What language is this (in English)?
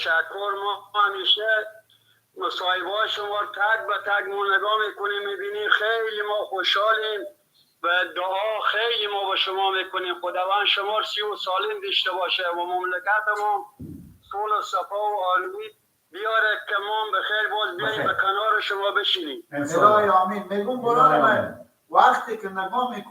Persian